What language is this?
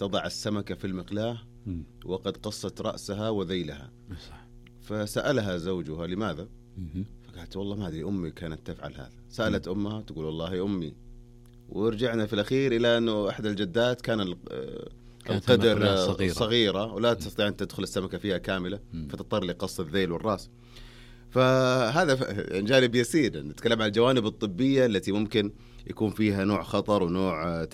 Najdi Arabic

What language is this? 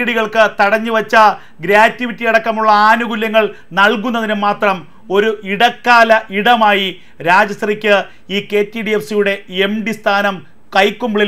Malayalam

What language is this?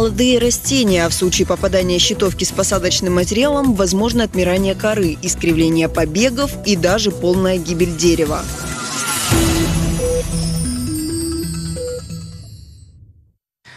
Russian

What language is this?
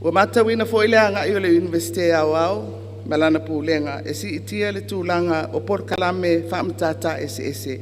Samoan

